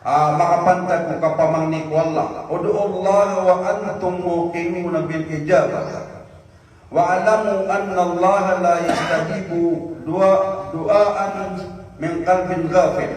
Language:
Maranao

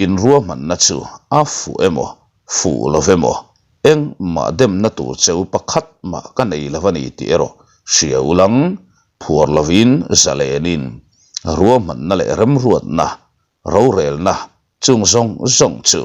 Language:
Mizo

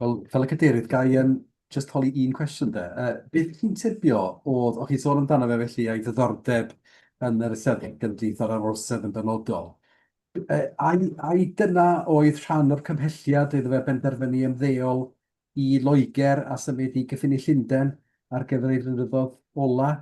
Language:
Welsh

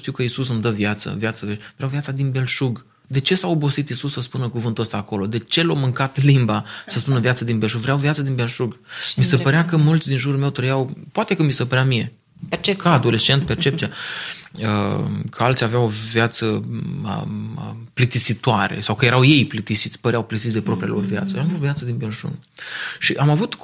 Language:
Romanian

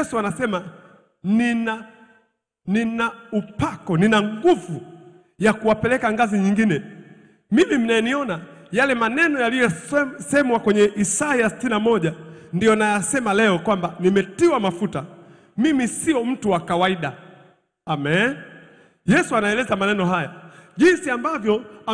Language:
Swahili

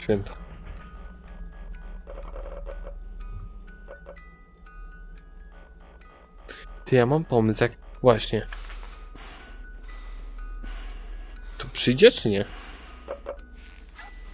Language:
Polish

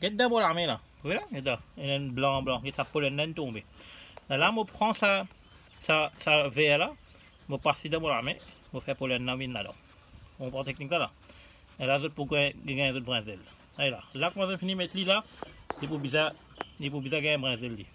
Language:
Morisyen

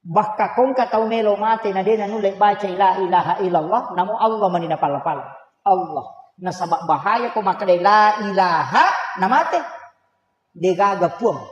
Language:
Buginese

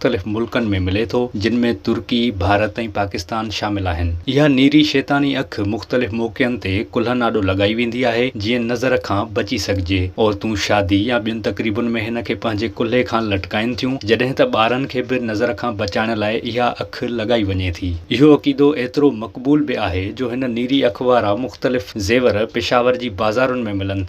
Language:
Sindhi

